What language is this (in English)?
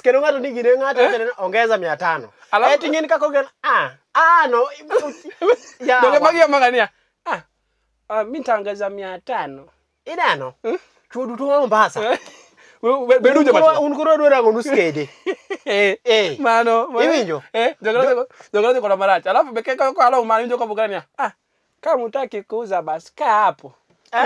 Luo (Kenya and Tanzania)